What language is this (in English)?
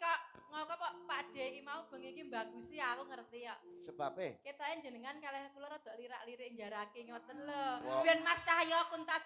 Javanese